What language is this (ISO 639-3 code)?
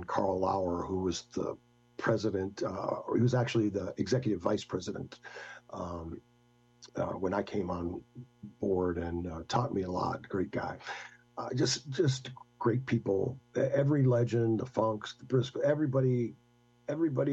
eng